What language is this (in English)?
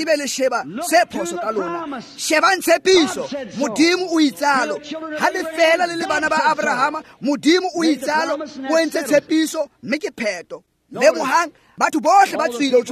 Tswana